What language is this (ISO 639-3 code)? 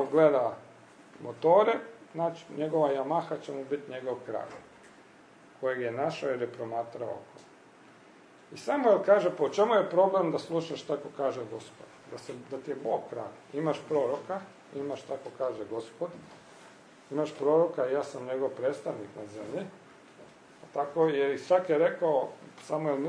hrv